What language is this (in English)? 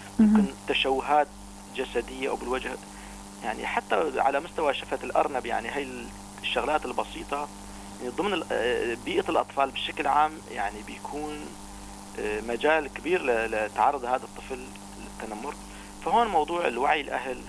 North Levantine Arabic